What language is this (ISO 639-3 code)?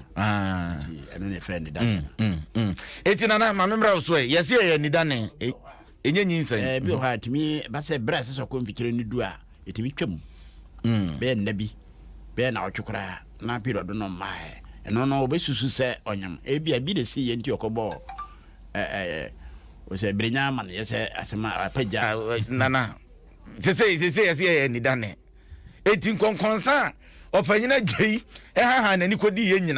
aka